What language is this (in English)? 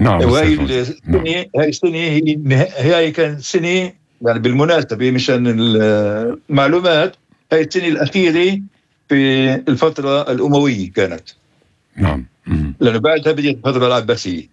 North Levantine Arabic